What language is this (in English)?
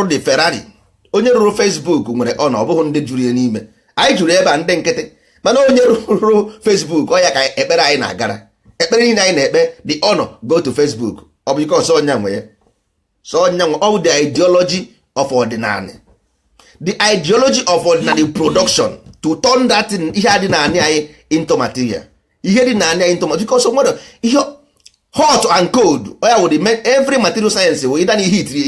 Igbo